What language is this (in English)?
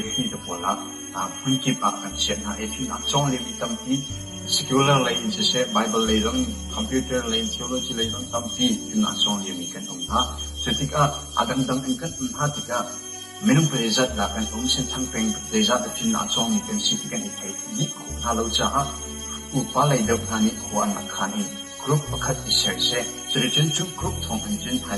Hakha Chin